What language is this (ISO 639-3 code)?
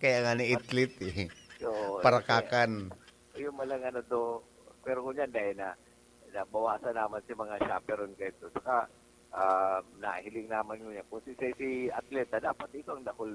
bik